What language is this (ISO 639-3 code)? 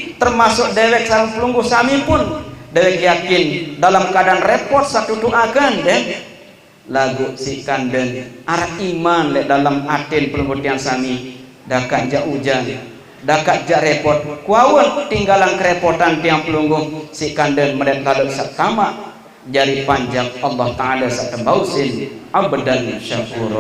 sas